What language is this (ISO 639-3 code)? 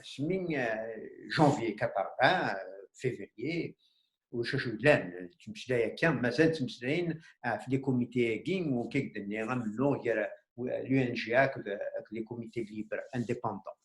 kab